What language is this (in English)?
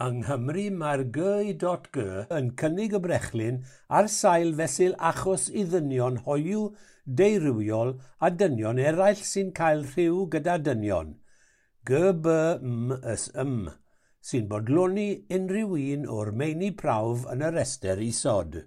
Welsh